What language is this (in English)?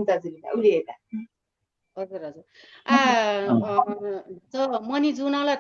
Newari